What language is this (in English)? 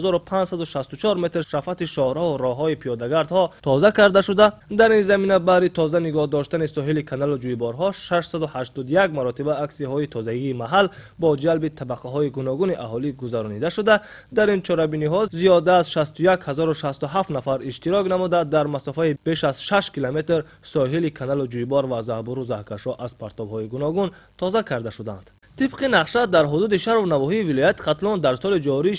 Tajik